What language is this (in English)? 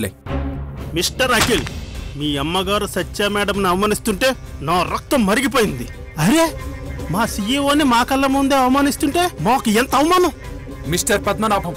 Telugu